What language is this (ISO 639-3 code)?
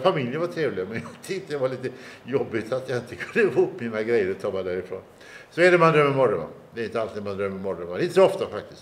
swe